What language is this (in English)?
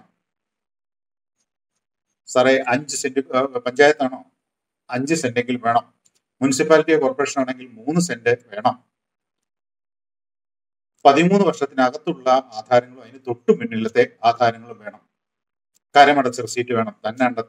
Malayalam